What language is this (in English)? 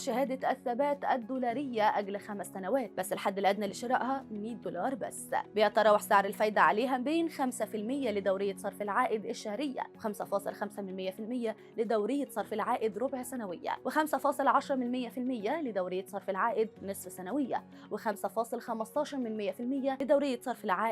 Egyptian Arabic